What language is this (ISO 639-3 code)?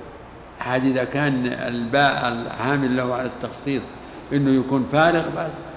ara